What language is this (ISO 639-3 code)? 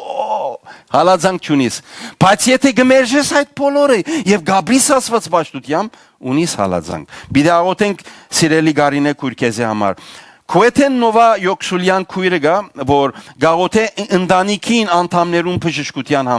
hyw